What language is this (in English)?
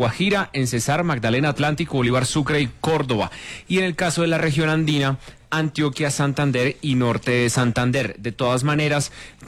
Spanish